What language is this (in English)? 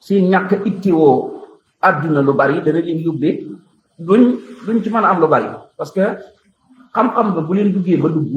Wolof